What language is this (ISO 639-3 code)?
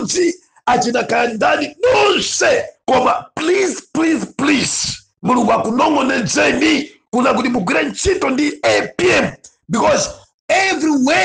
nya